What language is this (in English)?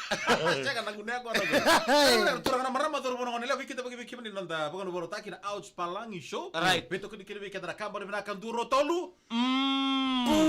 Fijian